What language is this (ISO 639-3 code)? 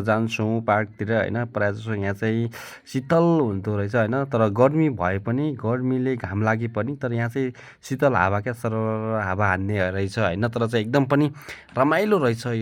nep